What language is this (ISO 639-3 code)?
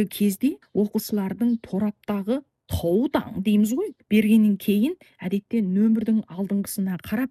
kaz